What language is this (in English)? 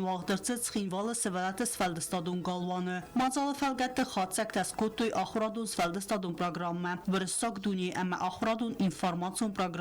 Ossetic